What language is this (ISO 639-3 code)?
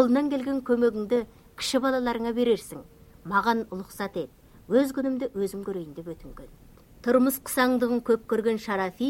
kaz